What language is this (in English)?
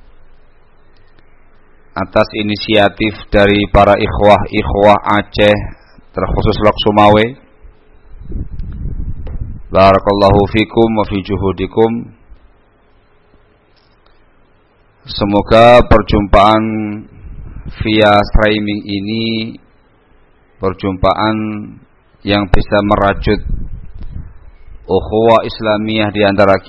Indonesian